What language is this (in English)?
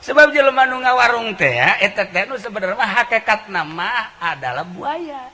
Sundanese